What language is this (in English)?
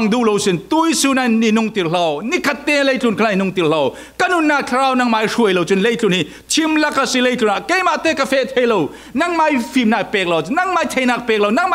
Falam Chin